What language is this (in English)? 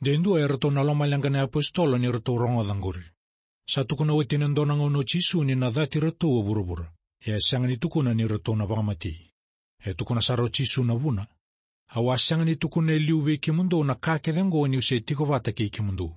Fijian